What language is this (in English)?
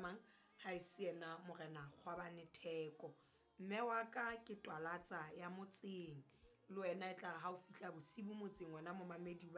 Southern Sotho